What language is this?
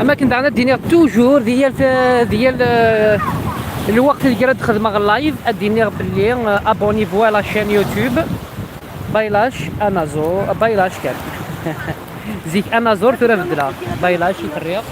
Kabyle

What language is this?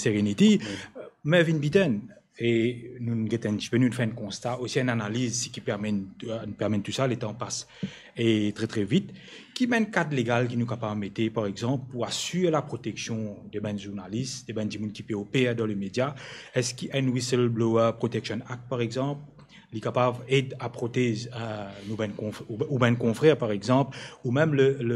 Morisyen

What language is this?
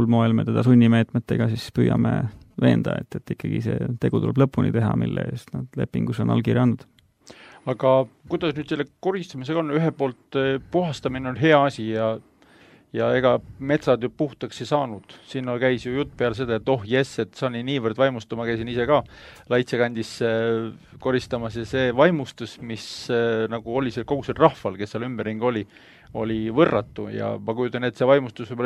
Estonian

